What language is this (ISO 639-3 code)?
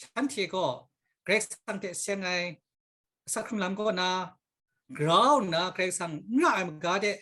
kac